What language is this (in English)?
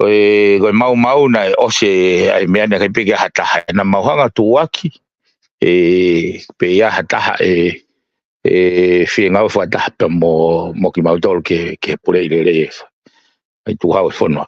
Tongan